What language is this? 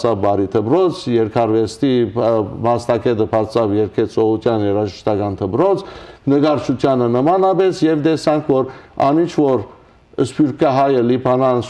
Western Armenian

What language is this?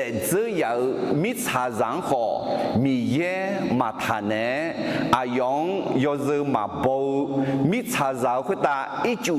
Akha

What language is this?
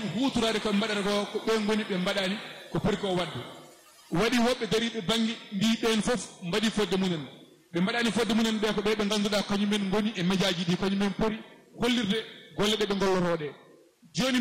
Fula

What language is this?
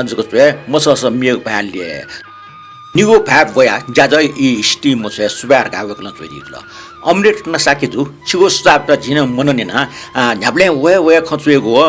Newari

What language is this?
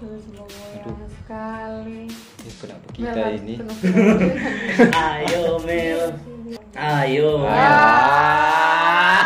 Manado Malay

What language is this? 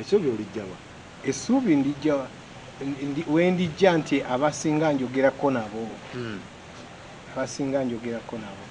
Ganda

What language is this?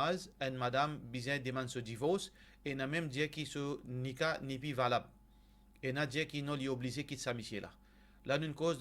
Morisyen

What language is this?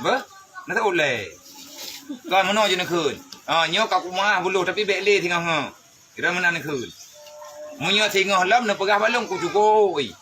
Achinese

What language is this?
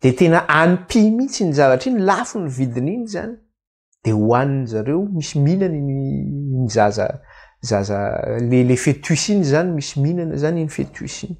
Malagasy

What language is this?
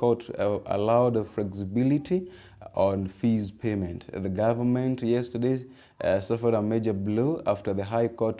Meru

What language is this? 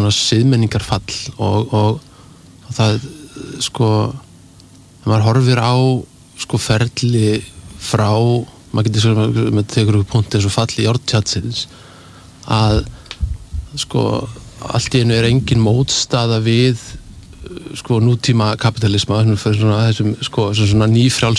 Icelandic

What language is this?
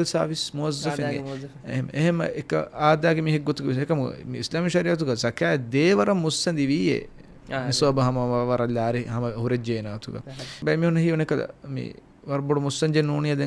Divehi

